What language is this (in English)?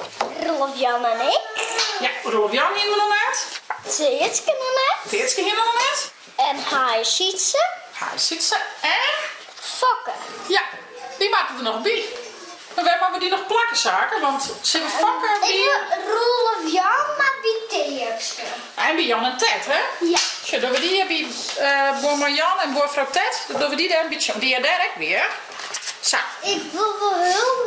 Western Frisian